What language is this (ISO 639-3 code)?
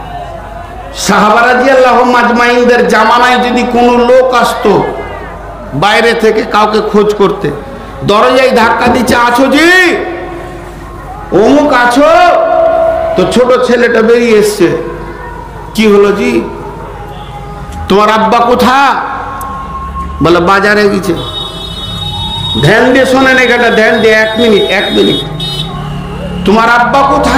ben